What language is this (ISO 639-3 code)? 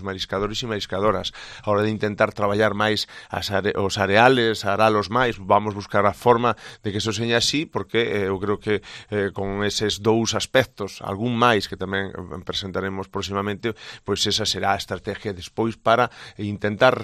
glg